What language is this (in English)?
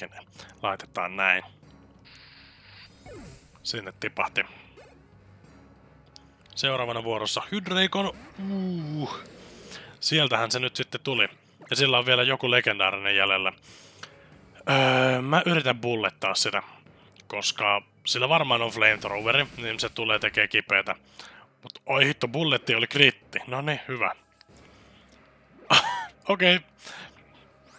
Finnish